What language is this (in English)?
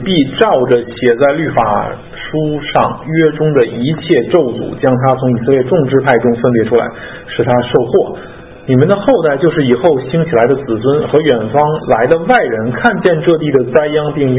Chinese